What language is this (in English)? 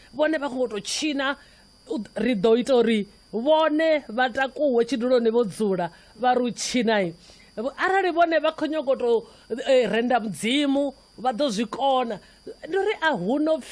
Venda